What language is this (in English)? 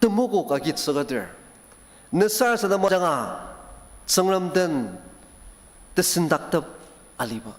Ao Naga